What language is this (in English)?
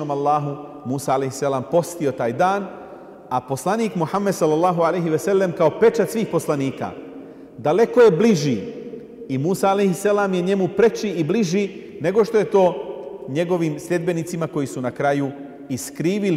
Bosnian